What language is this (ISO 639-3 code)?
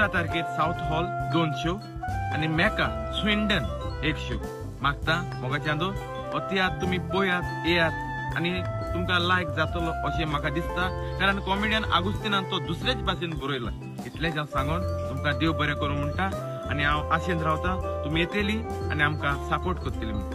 kok